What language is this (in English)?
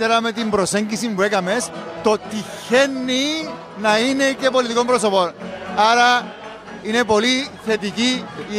Greek